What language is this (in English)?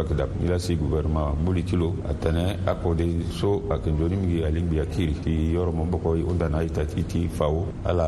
Sango